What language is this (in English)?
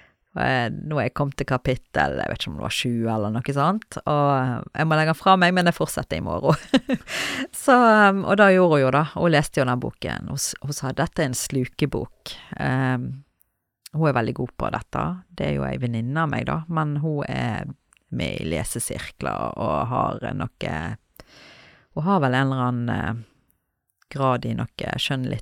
Norwegian